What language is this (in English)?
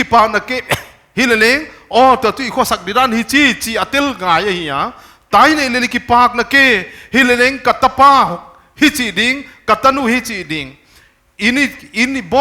Paite Chin